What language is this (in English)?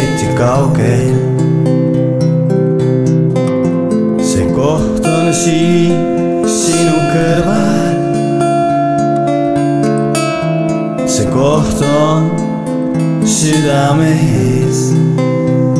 Estonian